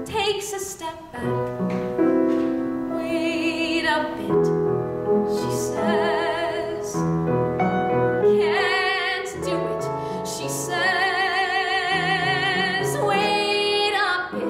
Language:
English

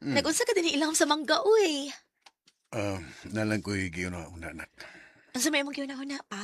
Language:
Cebuano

